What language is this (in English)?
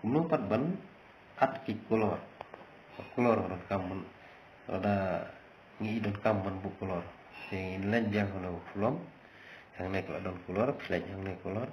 Khasi